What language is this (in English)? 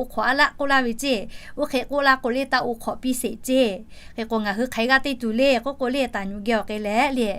Lahu